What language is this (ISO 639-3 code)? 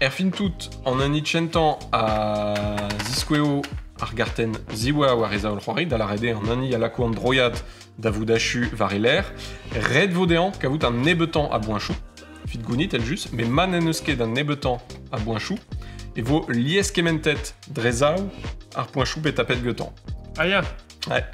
bre